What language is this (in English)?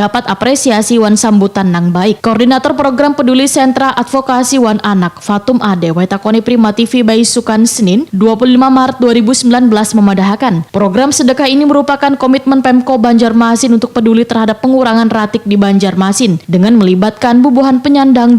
Banjar